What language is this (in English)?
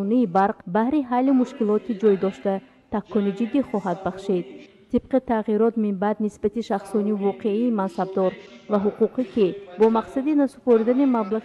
Tajik